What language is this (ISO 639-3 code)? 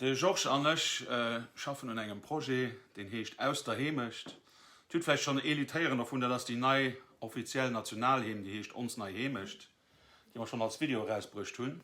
ltz